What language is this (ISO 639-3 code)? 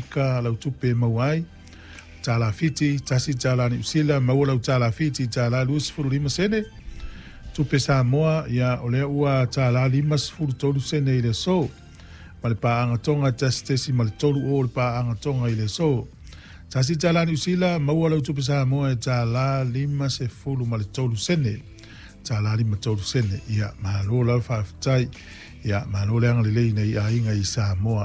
smo